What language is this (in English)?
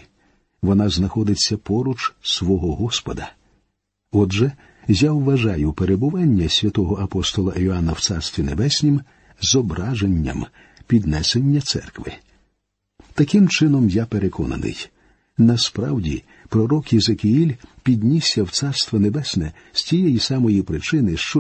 Ukrainian